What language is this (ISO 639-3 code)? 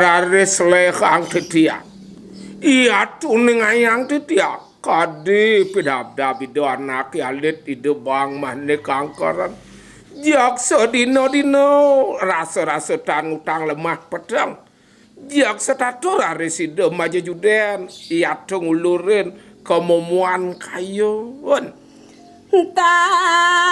ban